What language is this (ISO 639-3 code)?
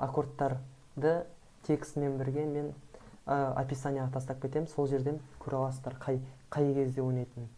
kaz